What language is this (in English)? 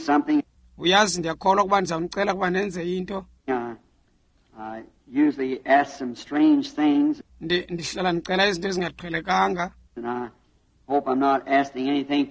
Xhosa